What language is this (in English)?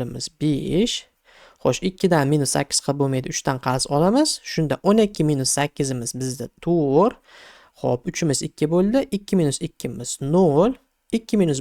Uzbek